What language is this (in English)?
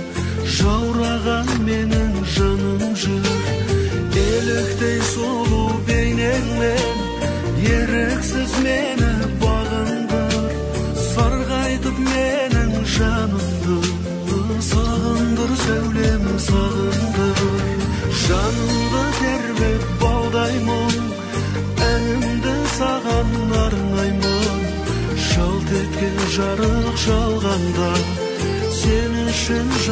Kazakh